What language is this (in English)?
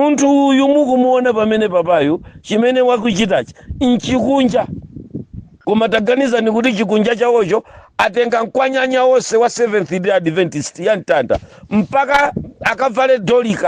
Nyanja